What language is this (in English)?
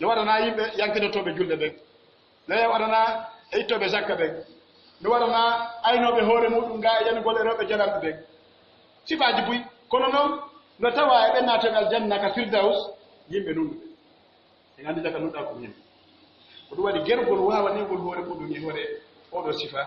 Pular